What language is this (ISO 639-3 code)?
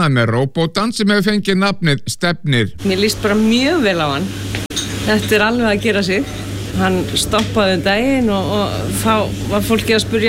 isl